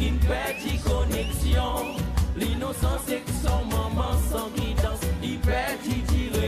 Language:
Seselwa Creole French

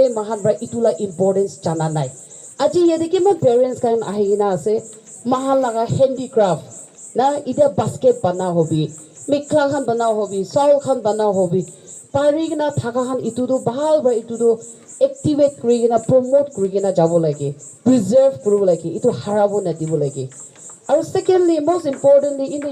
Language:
Naga Pidgin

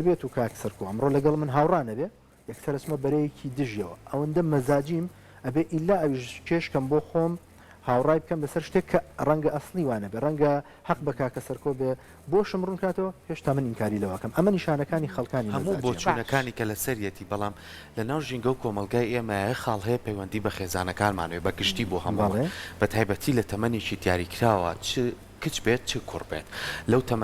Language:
Central Kurdish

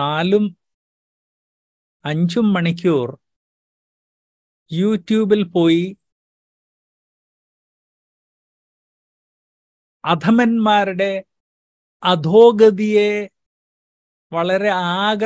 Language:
Malayalam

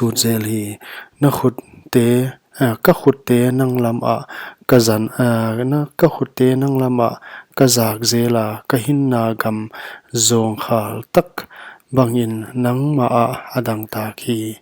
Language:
Paite Chin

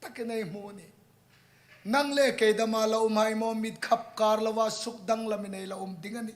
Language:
Hmar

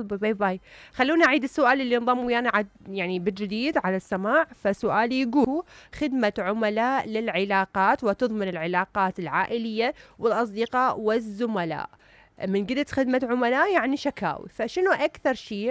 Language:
Mesopotamian Arabic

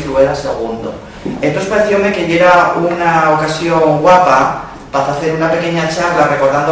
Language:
Asturian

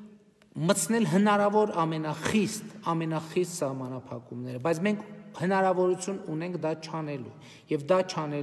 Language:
Armenian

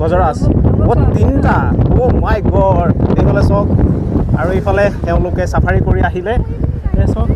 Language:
Assamese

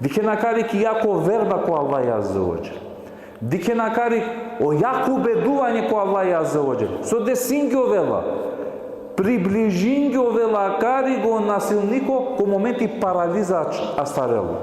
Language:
Balkan Romani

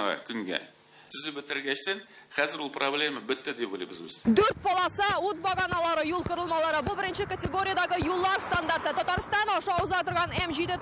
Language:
Tatar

